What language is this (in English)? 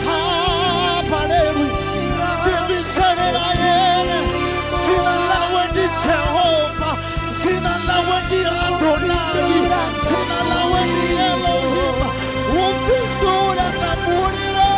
Venda